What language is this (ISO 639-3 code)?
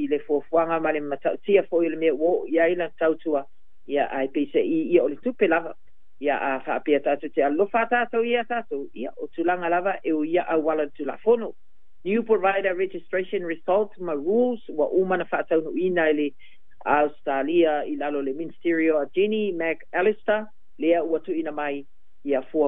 smo